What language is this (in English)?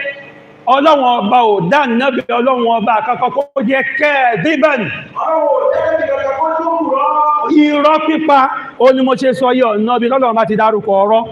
Yoruba